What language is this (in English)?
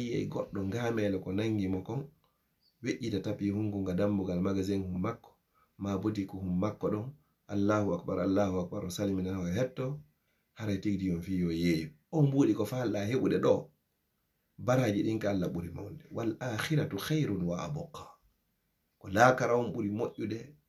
Fula